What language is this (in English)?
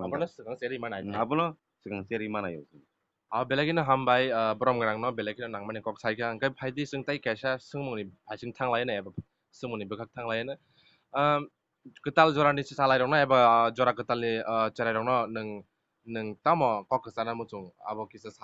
Kok Borok